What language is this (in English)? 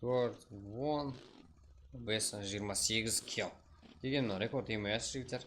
Kara-Kalpak